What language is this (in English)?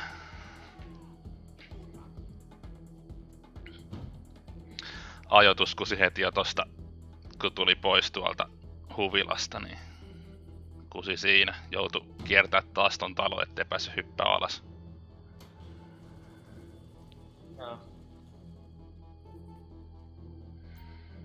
Finnish